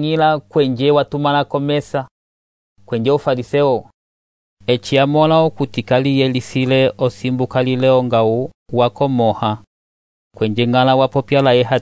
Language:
Umbundu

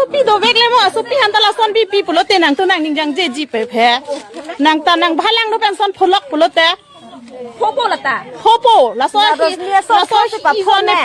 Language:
Karbi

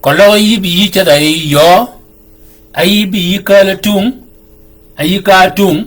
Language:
Shilluk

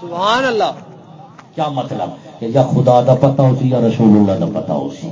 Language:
Saraiki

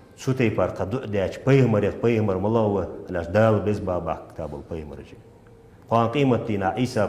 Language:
Ingush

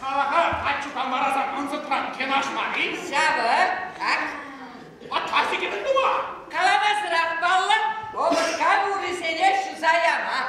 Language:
Chuvash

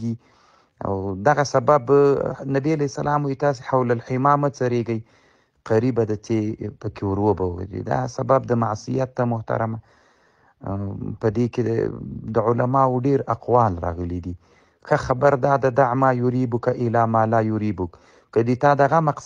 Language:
Pashto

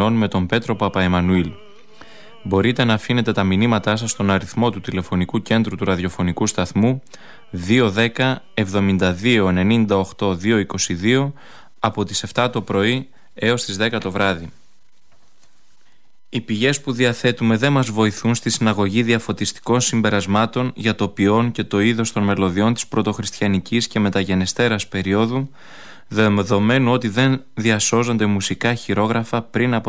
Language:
Greek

